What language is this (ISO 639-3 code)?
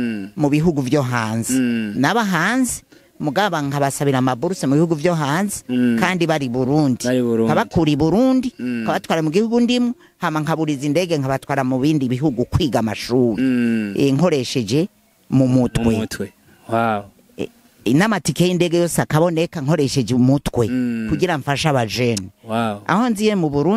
run